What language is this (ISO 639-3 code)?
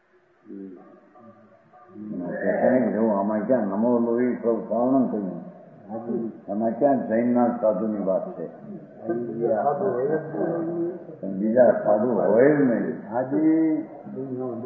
guj